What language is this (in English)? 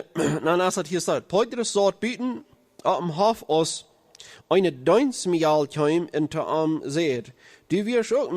Plautdietsch